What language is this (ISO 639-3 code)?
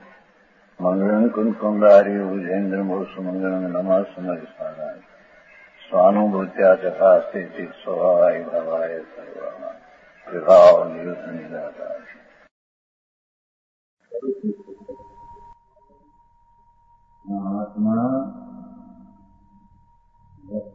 guj